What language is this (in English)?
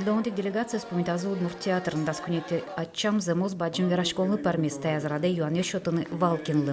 Udmurt